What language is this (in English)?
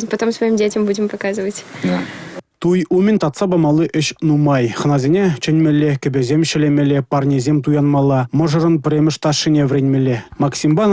Chuvash